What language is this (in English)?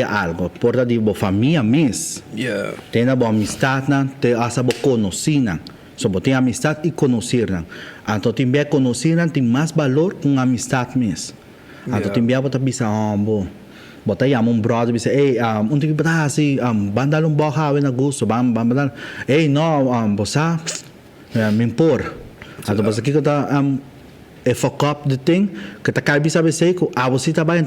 Papiamento